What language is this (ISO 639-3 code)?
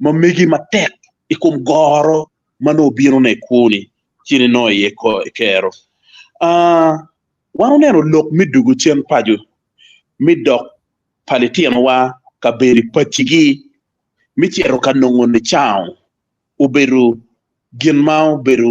ach